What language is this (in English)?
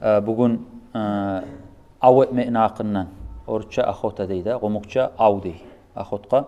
Kumyk